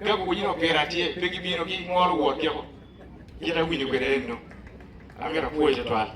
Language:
Acoli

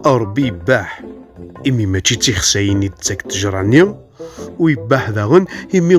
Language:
Kabyle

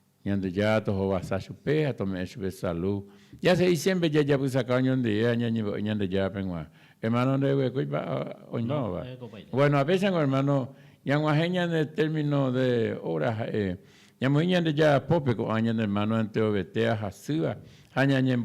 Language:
Guarani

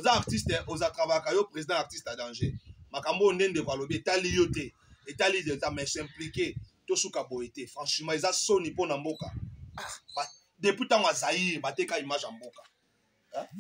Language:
Lingala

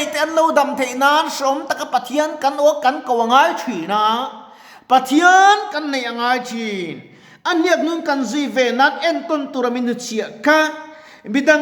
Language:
Mizo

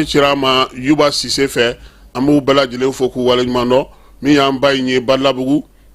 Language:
Bambara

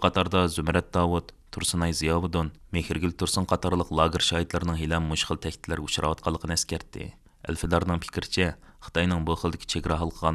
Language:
Uyghur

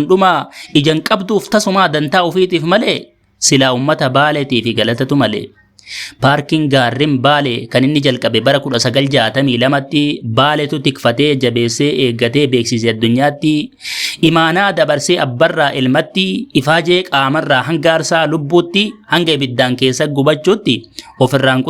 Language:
Oromo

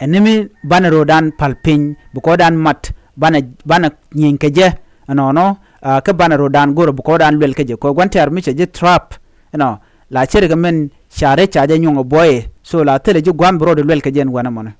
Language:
Nuer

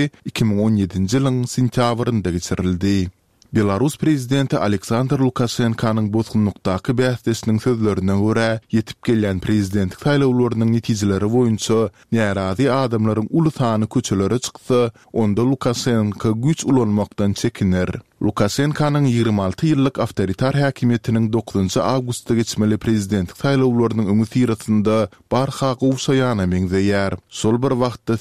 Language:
Turkmen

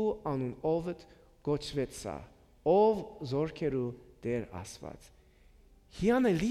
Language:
Western Armenian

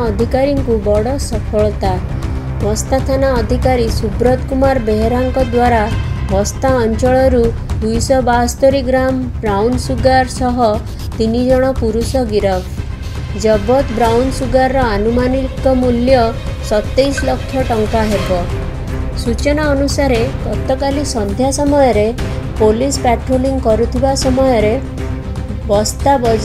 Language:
Odia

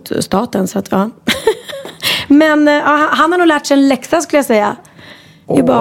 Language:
Swedish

